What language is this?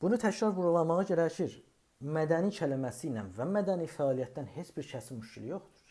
South Azerbaijani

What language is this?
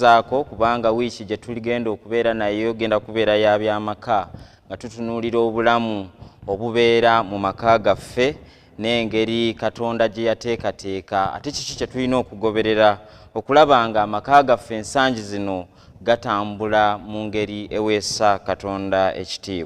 Ganda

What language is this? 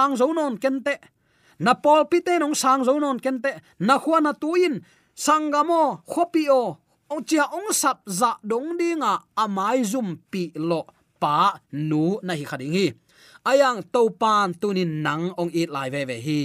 Tedim Chin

